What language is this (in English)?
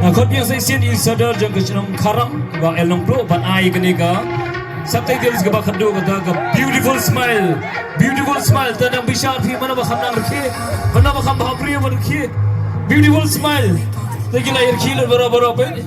Khasi